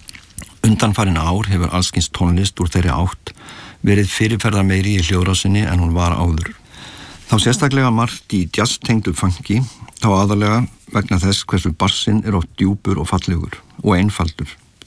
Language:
Icelandic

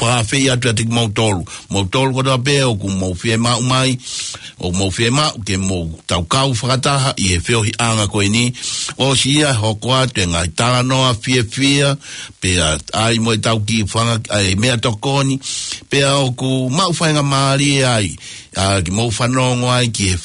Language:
Tongan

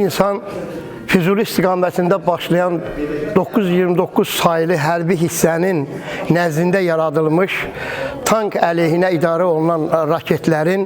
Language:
Azerbaijani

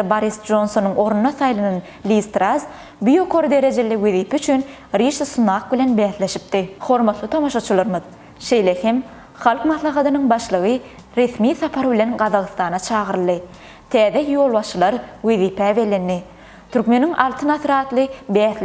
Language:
Turkmen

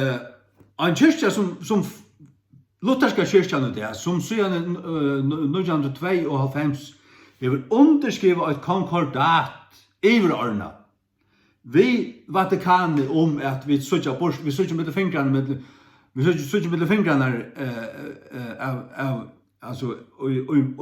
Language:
Faroese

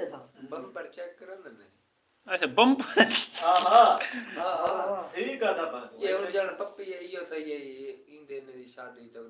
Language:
Saraiki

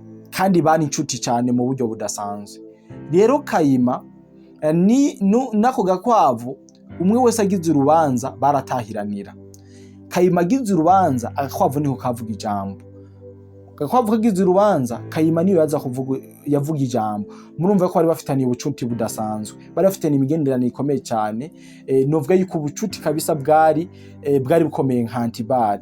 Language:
Rundi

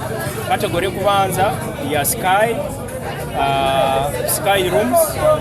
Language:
Nyankole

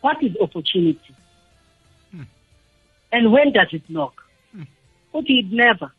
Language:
South Ndebele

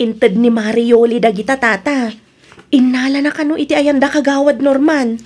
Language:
Iloko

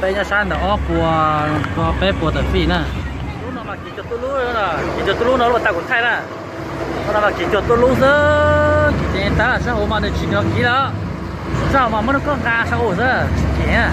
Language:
Hmong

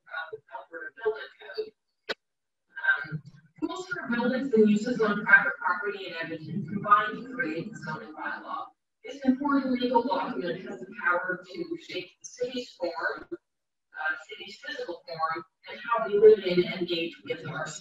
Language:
English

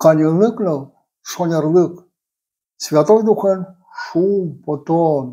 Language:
Udmurt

